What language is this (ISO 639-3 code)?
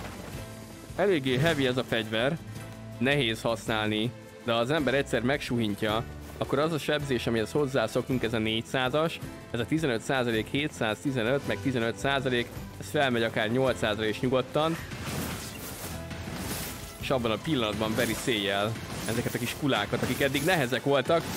hun